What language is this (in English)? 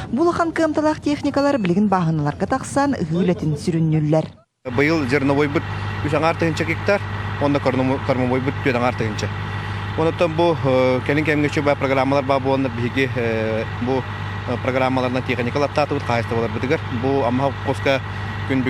Yakut